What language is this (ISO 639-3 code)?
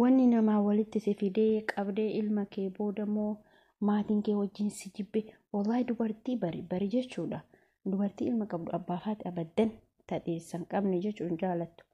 orm